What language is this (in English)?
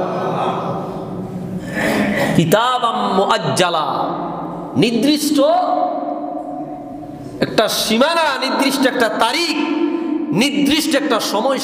Bangla